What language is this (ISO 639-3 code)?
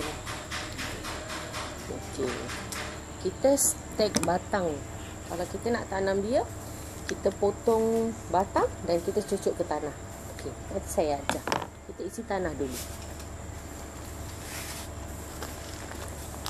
msa